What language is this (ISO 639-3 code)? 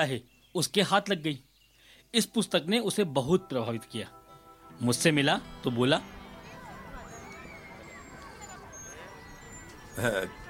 hin